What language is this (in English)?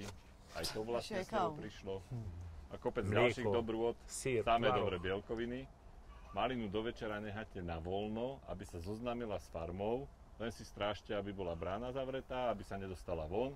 Slovak